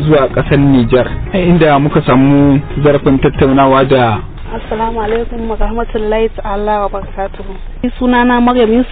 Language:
Hausa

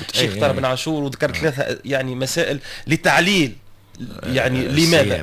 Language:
Tunisian Arabic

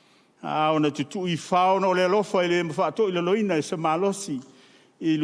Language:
Samoan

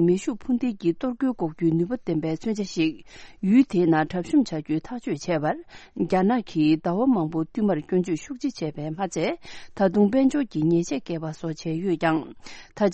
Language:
Tibetan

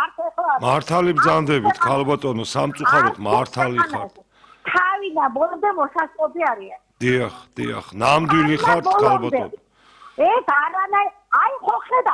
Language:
Georgian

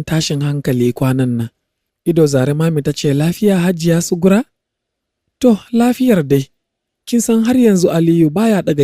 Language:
Hausa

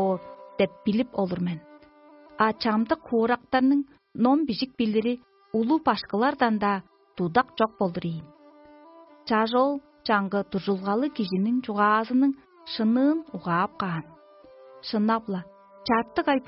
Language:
Tuvinian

